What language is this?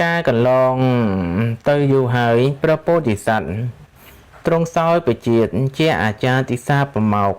Khmer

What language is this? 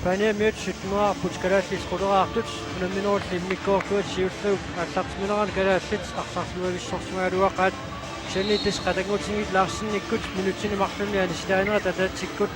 Kalaallisut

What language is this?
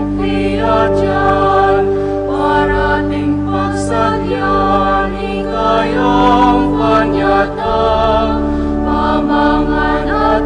Pampanga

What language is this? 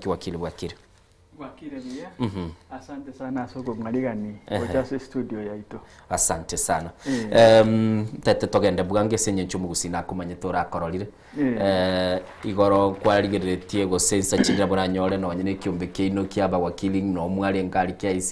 Gusii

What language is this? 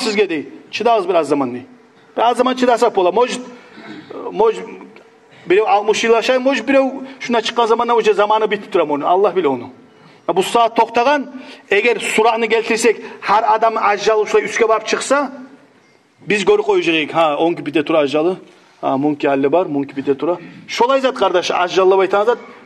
Kumyk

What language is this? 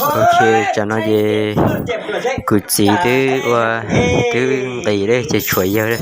Hmong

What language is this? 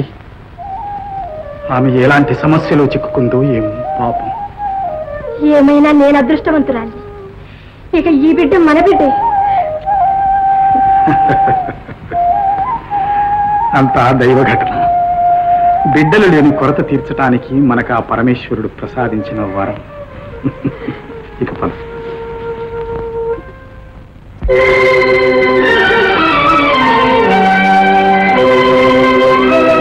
Telugu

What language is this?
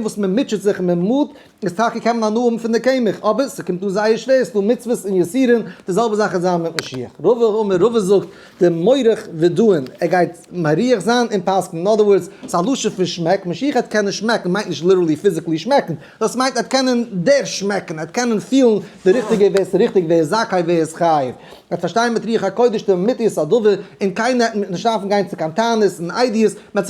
Yiddish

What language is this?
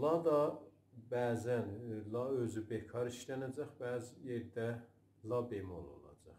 South Azerbaijani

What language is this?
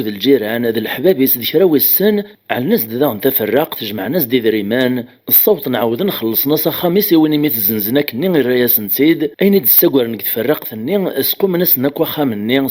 Kabyle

